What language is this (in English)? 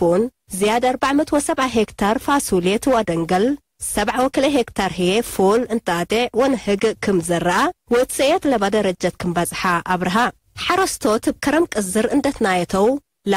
Tigre